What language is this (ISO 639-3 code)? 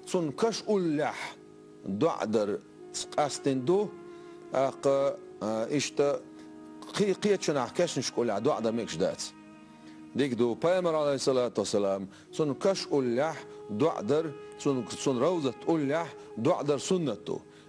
che